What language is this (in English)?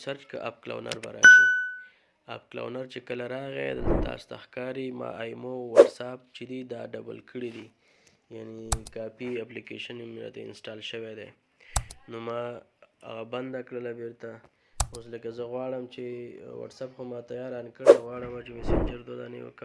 Pashto